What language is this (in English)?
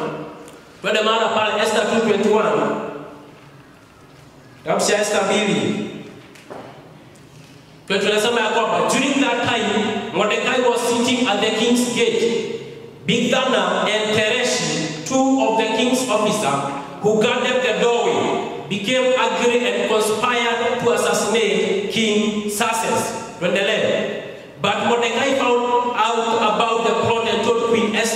Swahili